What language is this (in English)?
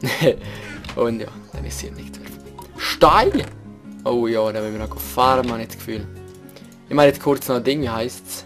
Swiss German